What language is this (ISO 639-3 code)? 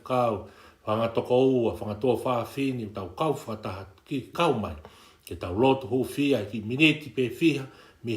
ton